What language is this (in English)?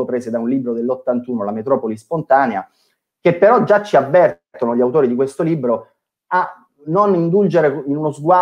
Italian